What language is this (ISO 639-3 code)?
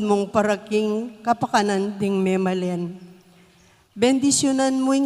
pam